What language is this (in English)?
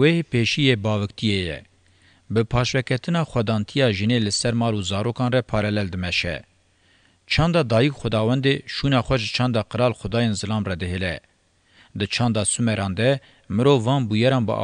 Kurdish